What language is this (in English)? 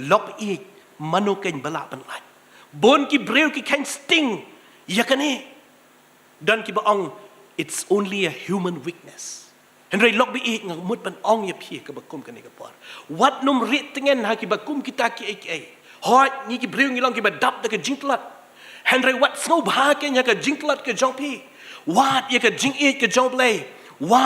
Khasi